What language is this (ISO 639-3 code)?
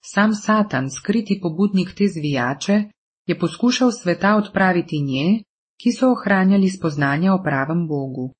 slv